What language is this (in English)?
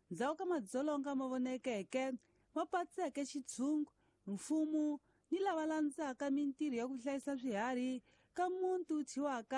Tsonga